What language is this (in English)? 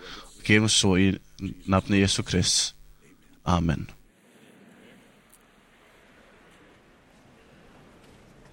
Icelandic